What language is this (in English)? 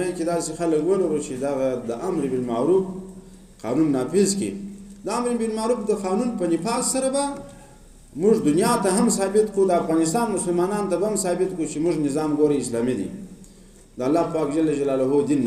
Pashto